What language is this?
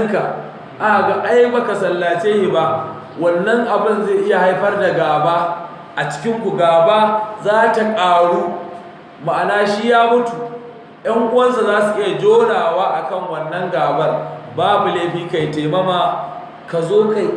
Hausa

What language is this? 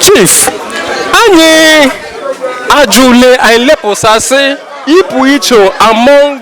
Igbo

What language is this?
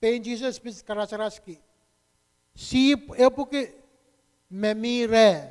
Pohnpeian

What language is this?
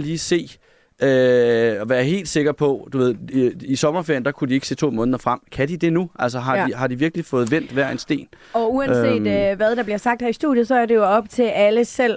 Danish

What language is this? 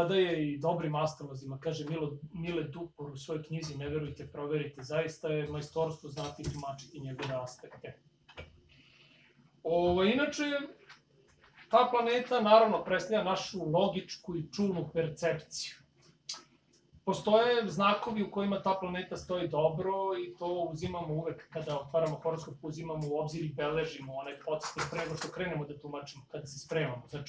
Serbian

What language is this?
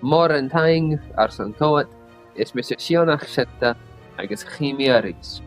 Scottish Gaelic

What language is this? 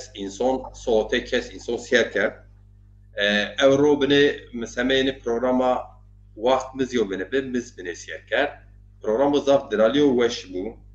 Zaza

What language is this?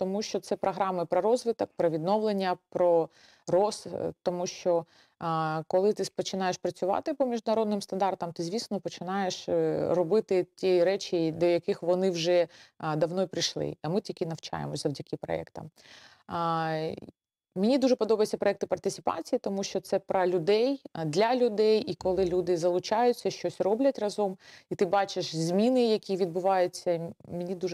Ukrainian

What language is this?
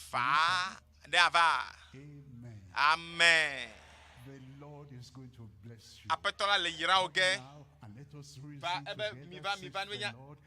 Ewe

